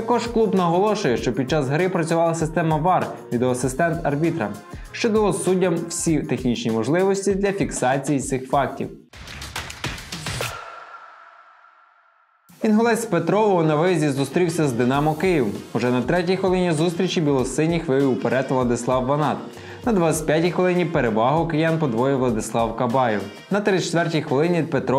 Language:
Ukrainian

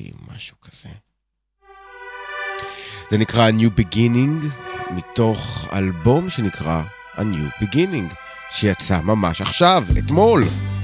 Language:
Hebrew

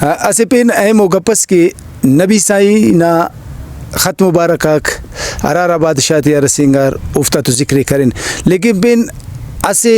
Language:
Brahui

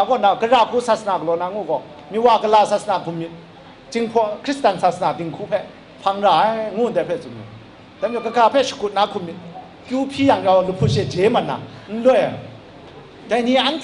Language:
Kachin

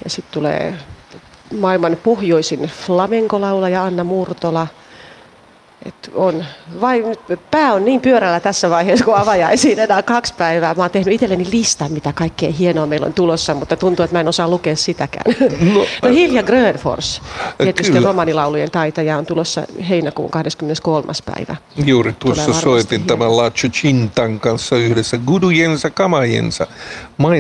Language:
Finnish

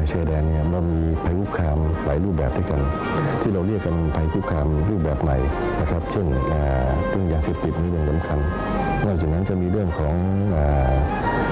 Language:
Thai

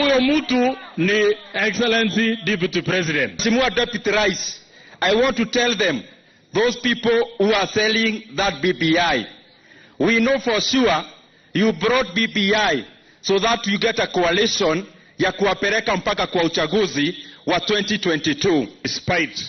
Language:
Luo (Kenya and Tanzania)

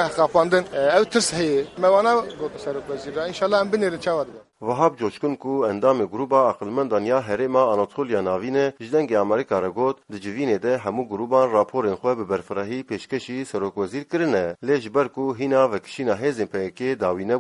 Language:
Kurdish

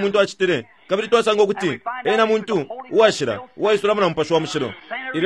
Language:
Bemba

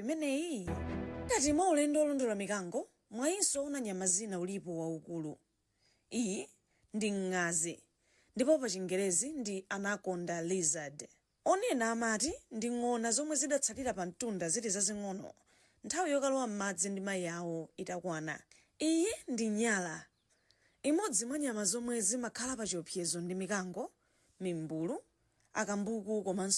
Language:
Nyanja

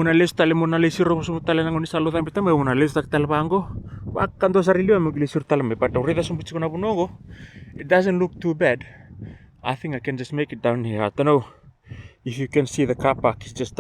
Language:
Fijian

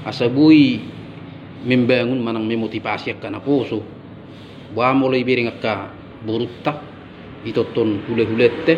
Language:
Batak Toba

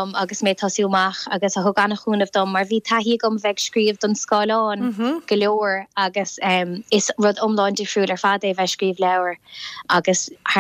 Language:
Irish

